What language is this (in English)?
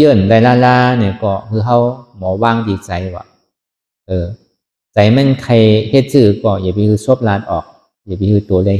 Shan